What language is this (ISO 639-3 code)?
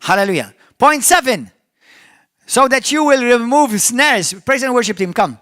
eng